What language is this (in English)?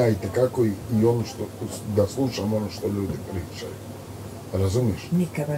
Croatian